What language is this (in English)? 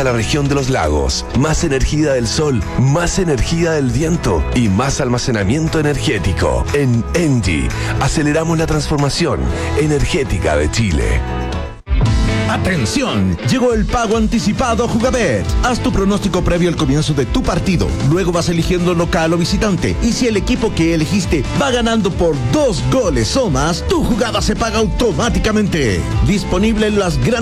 Spanish